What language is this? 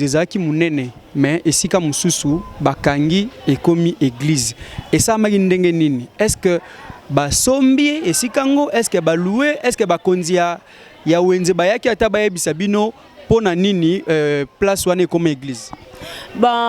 Lingala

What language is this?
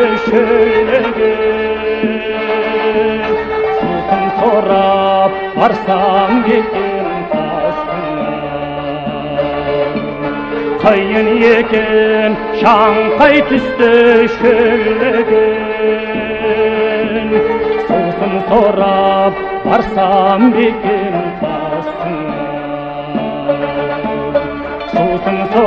Kazakh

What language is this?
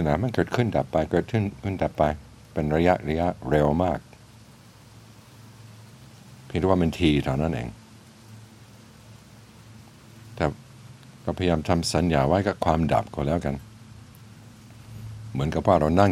Thai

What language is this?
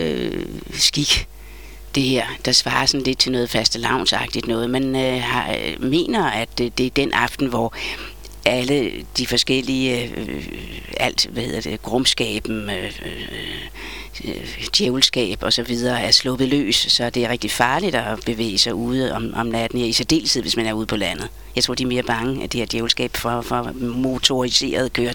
Danish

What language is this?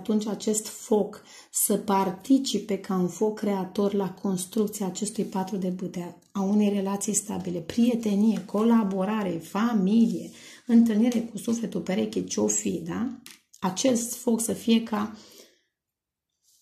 Romanian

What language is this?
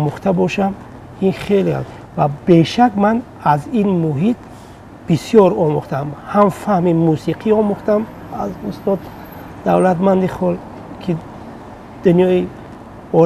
Tajik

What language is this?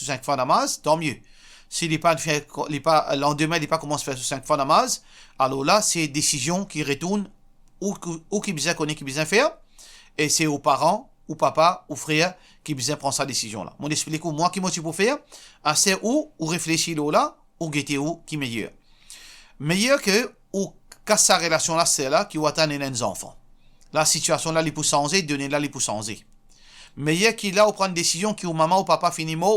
Morisyen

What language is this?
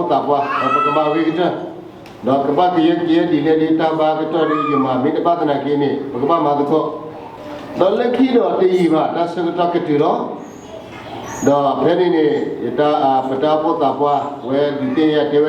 S'gaw Karen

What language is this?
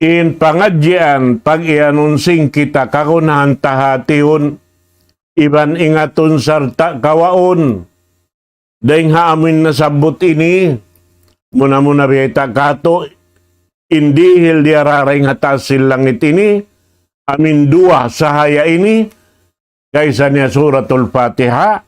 Tausug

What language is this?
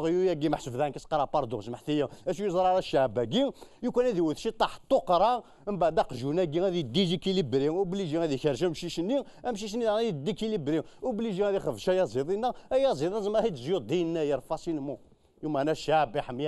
Kabyle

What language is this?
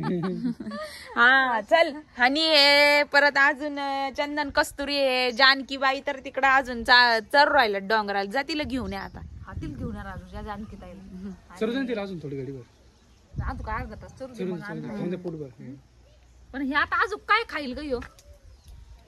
Marathi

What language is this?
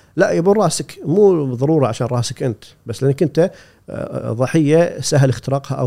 Gulf Arabic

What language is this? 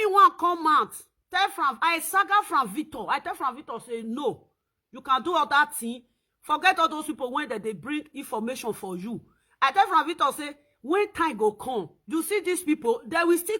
Nigerian Pidgin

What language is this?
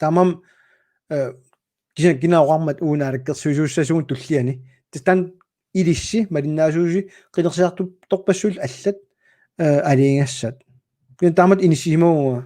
Kalaallisut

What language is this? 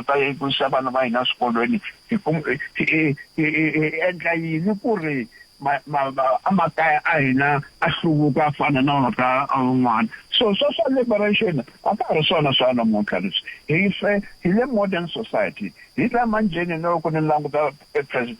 Tsonga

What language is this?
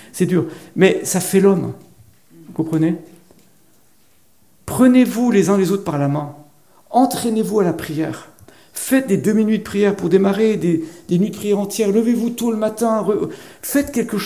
French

